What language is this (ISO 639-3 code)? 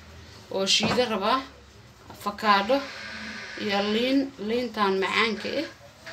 som